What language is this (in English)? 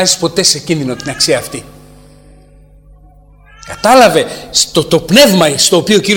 Greek